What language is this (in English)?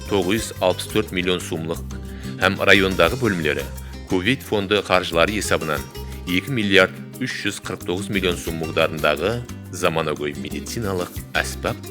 Kara-Kalpak